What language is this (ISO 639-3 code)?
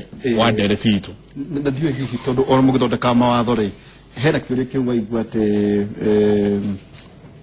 kik